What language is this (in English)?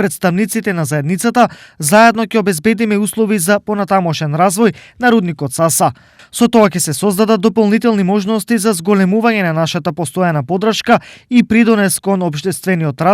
Macedonian